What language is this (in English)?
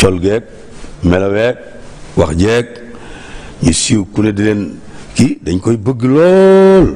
Wolof